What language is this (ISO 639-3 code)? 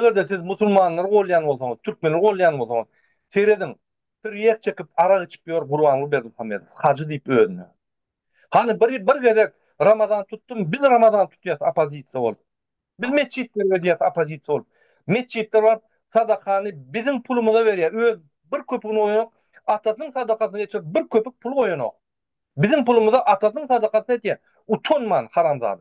tuk